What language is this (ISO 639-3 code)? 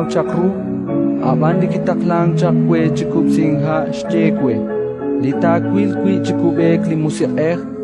kek